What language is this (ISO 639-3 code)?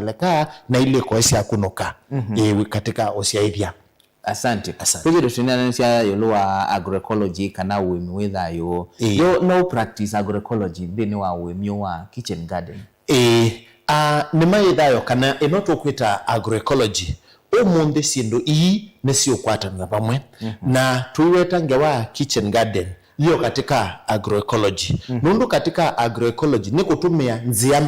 kam